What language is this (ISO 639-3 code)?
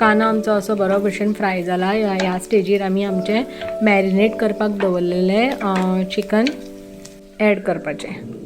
kok